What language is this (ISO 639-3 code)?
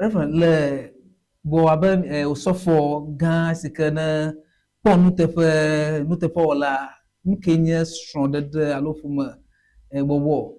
ewe